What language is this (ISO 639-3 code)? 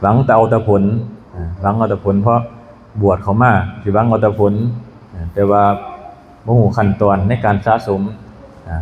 tts